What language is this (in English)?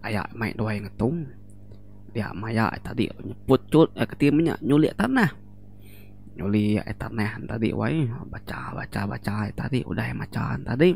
Iban